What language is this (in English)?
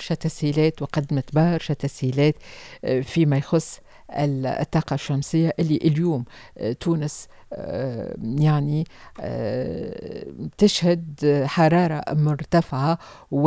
Tunisian Arabic